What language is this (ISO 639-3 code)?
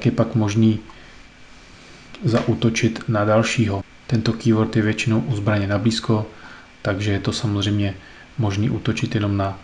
ces